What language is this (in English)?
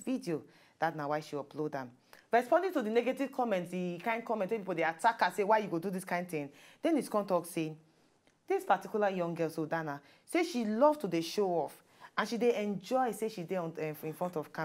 Nigerian Pidgin